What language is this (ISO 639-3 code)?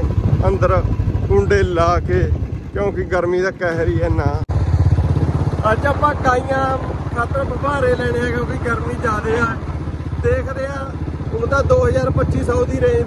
pan